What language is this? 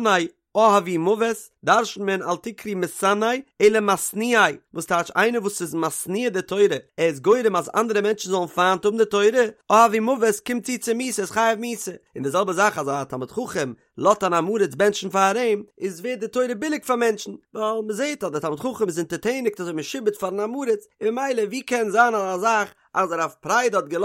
Yiddish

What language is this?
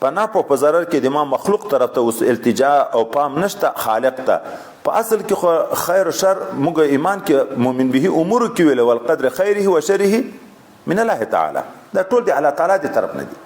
Pashto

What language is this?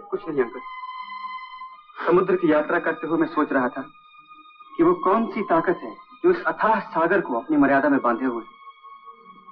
Hindi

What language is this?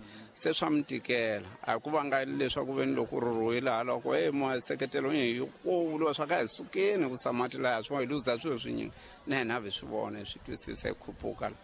Tsonga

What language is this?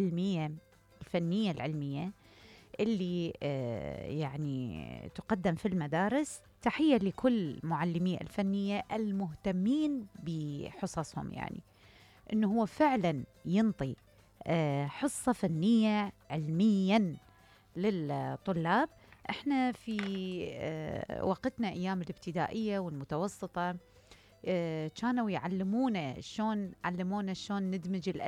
Mesopotamian Arabic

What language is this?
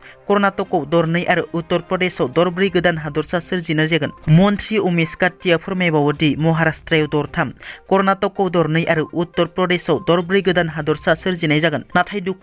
Bodo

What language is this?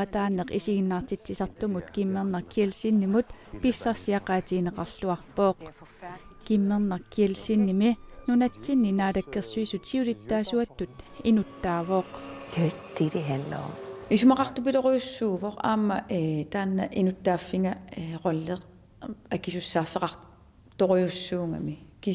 Kalaallisut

